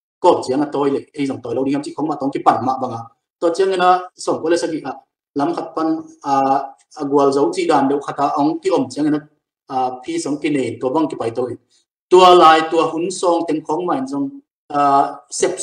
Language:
Tedim Chin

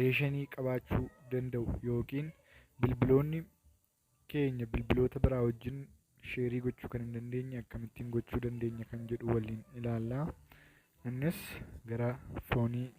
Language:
Oromo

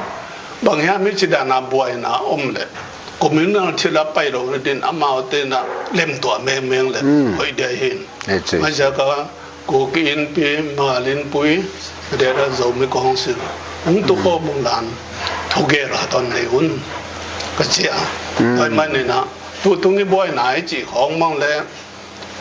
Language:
Tedim Chin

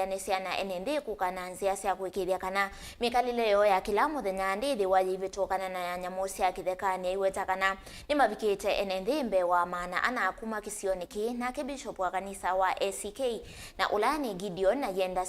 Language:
Kamba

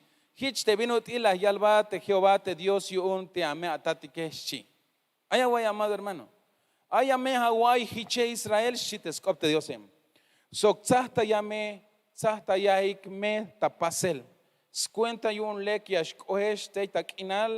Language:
Tzeltal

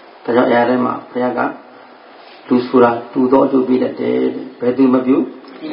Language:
Burmese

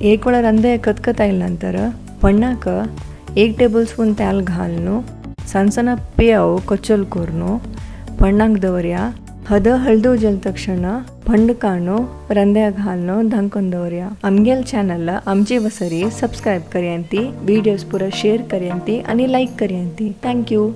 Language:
Konkani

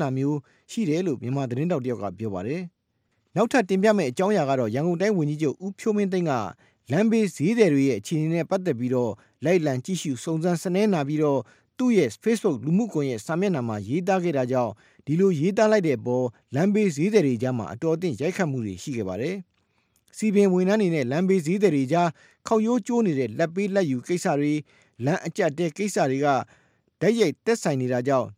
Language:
Burmese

